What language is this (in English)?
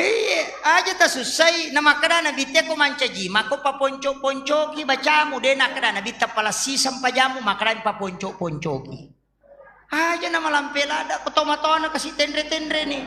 Buginese